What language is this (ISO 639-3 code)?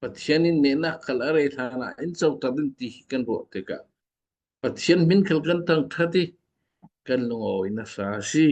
cfm